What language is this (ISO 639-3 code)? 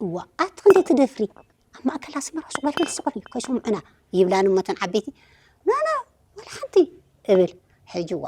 tir